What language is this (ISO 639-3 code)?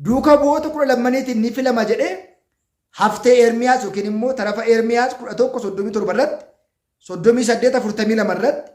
orm